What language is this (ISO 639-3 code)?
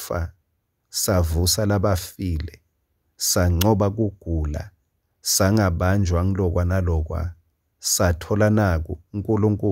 ssw